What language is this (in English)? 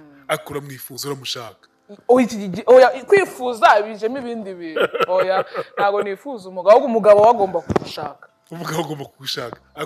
Kinyarwanda